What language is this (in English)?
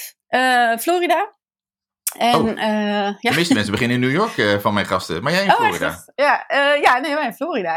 Dutch